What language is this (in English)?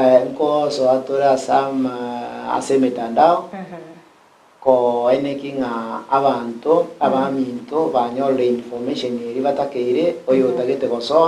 Gusii